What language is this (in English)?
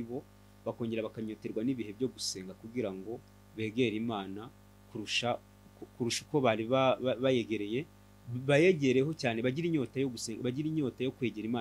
Kinyarwanda